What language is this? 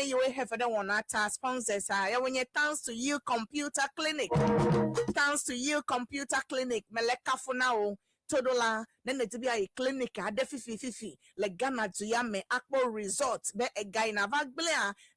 Ewe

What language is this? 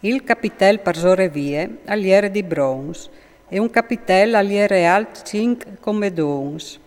Friulian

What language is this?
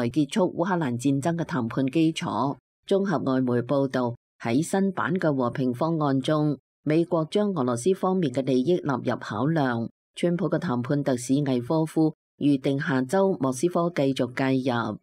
Cantonese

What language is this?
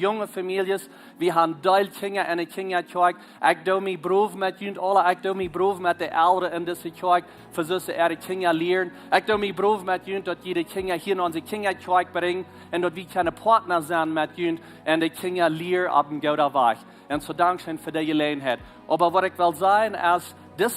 Plautdietsch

